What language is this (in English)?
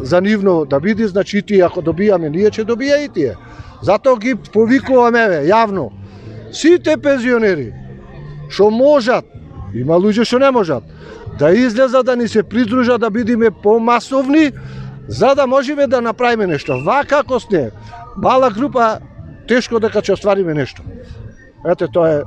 Macedonian